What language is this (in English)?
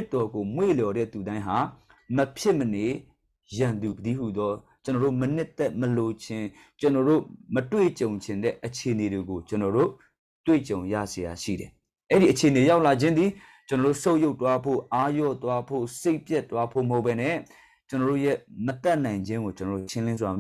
Burmese